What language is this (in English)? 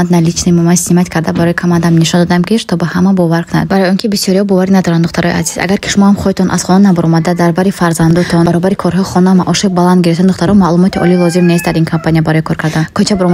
Tajik